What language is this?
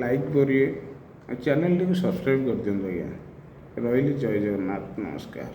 Odia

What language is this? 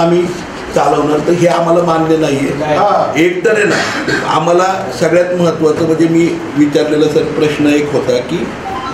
Marathi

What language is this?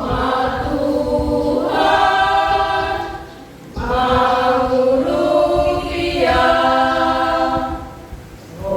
Batak Toba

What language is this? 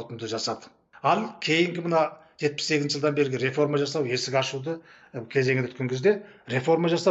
Kazakh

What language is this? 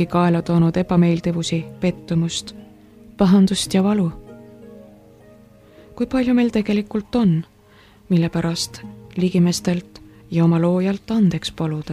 Estonian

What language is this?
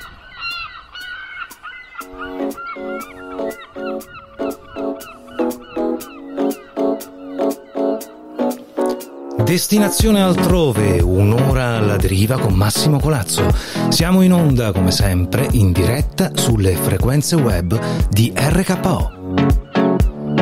Italian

